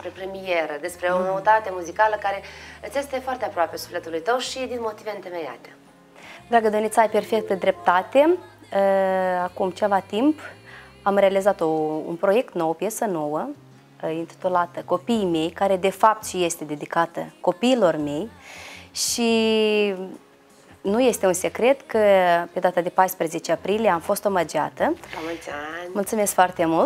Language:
Romanian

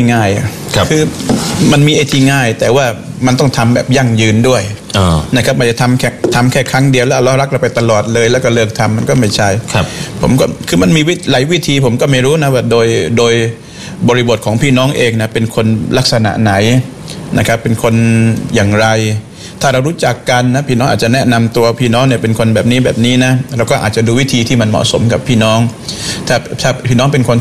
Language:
Thai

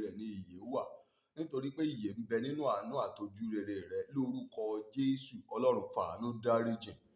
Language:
Yoruba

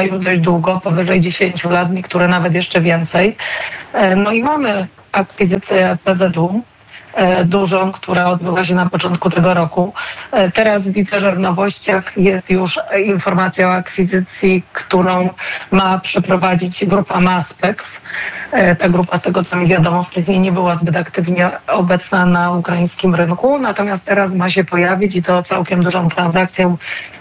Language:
Polish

